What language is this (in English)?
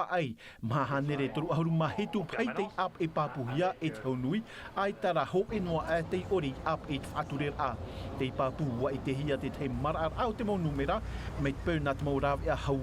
Tahitian